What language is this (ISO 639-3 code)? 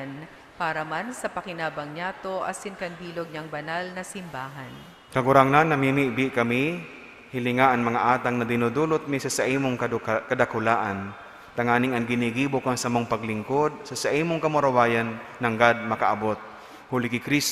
bik